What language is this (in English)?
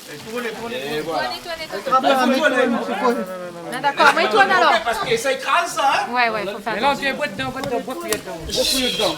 Réunion Creole French